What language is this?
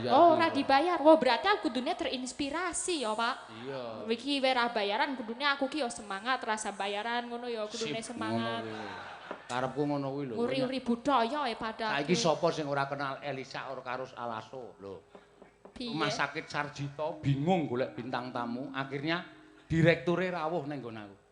Javanese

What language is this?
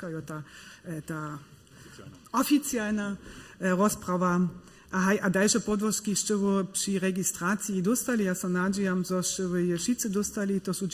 Upper Sorbian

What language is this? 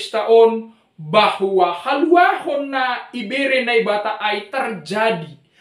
Batak Simalungun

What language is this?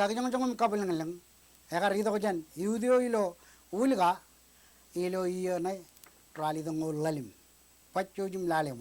Marshallese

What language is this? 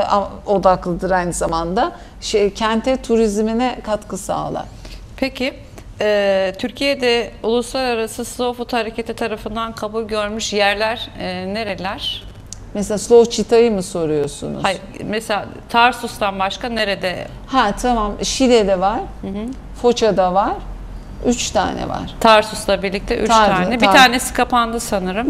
Turkish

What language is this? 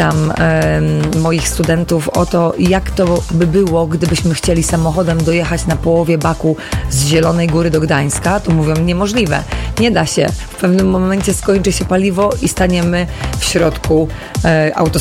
Polish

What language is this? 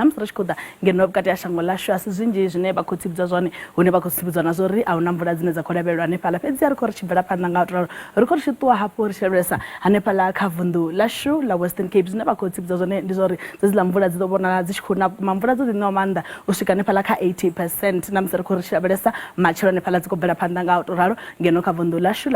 Venda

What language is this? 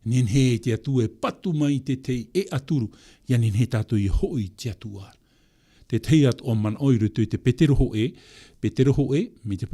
Tahitian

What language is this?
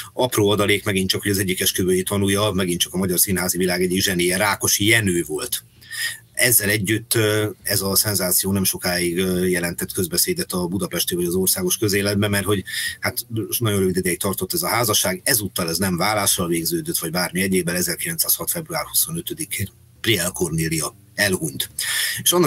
Hungarian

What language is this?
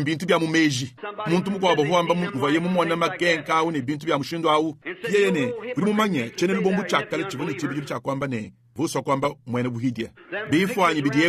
Luba-Lulua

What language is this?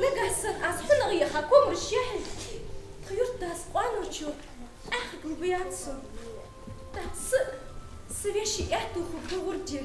Ingush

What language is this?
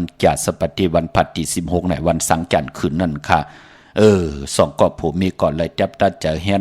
Shan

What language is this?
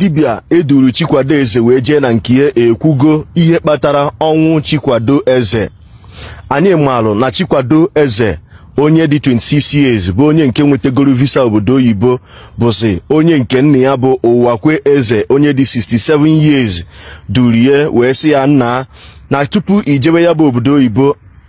Igbo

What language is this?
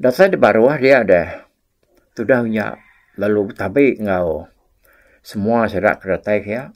Iban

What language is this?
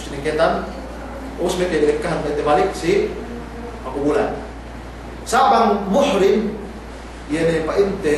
Yakan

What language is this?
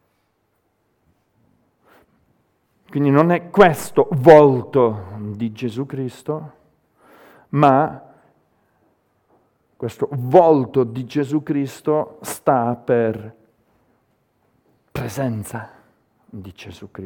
Italian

